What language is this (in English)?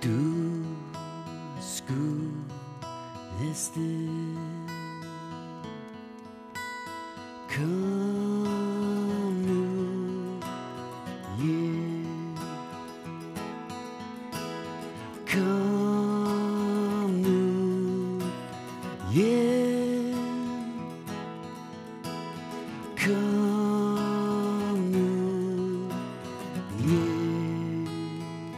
Danish